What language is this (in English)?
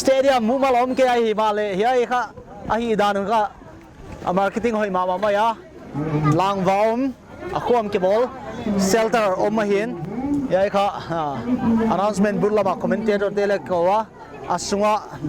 Paite Chin